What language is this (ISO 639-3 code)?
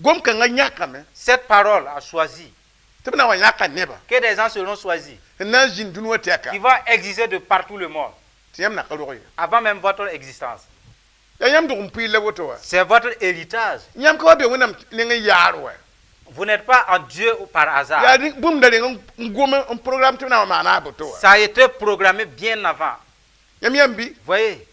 mos